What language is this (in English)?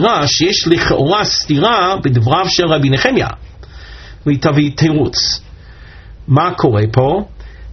Hebrew